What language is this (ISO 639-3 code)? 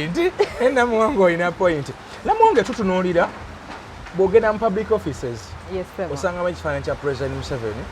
lug